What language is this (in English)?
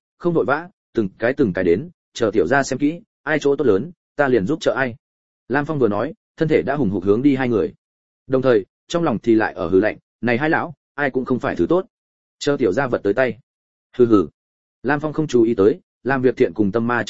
Vietnamese